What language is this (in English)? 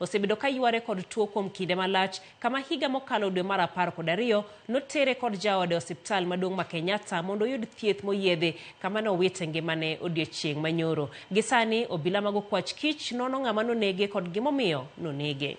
Luo (Kenya and Tanzania)